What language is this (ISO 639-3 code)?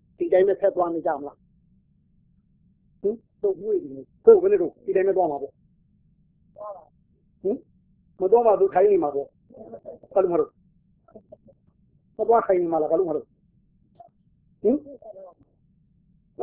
mya